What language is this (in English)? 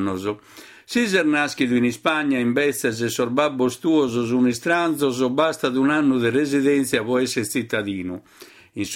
Sardinian